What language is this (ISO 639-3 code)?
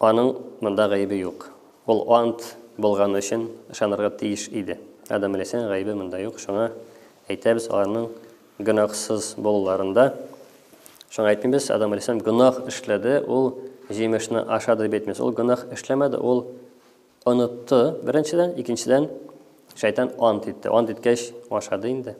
tat